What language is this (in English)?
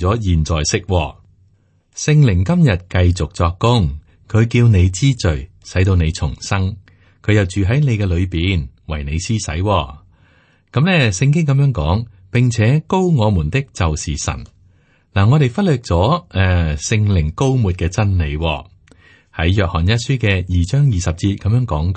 Cantonese